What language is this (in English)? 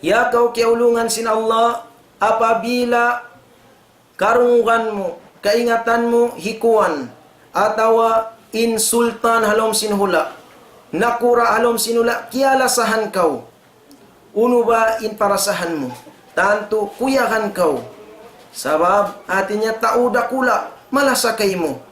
Tausug